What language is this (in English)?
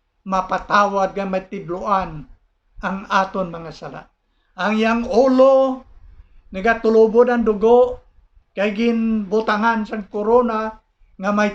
Hiligaynon